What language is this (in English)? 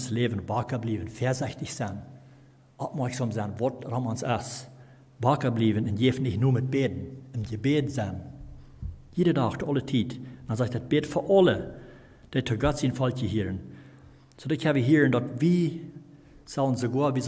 Plautdietsch